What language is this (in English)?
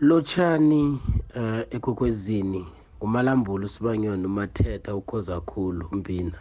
South Ndebele